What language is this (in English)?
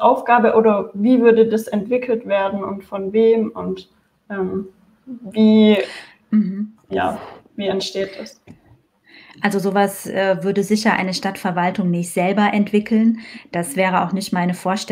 German